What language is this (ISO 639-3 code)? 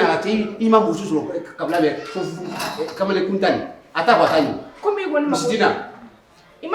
bam